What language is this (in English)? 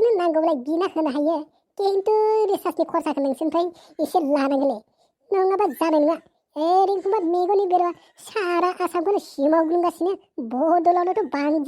Bodo